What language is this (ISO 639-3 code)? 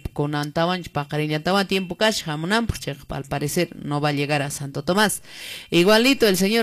que